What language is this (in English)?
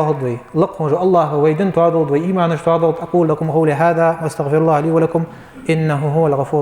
Ingush